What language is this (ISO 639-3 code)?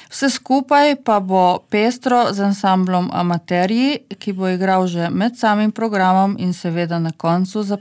slv